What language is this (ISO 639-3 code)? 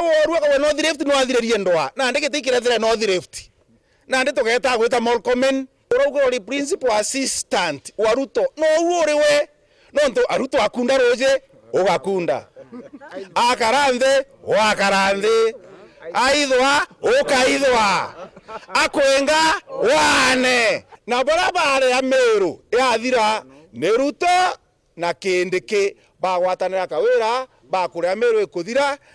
mer